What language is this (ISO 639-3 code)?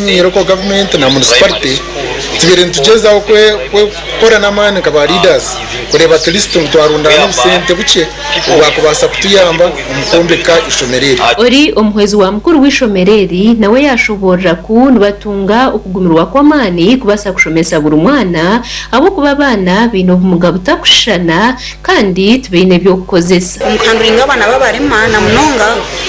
nyn